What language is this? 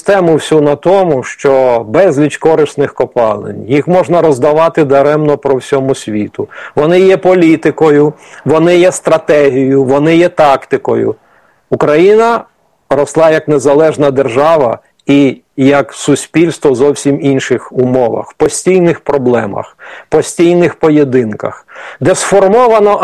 Ukrainian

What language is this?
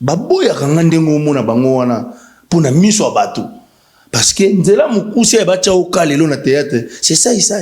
Lingala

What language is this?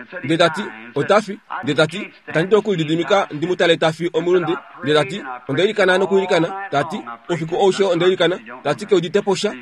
Kuanyama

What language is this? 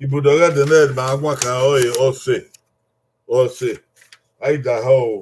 Bini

